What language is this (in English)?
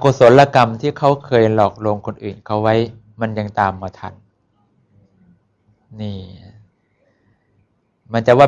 Thai